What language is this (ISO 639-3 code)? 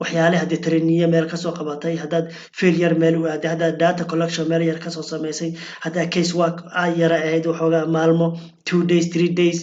som